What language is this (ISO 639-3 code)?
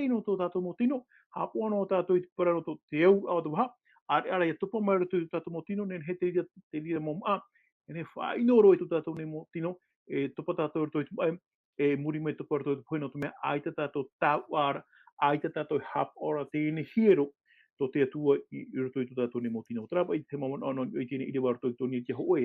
tah